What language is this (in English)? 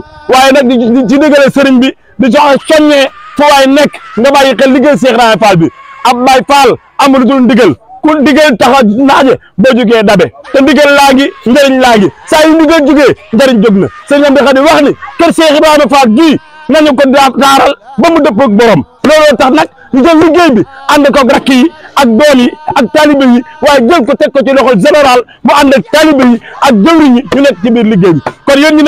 Wolof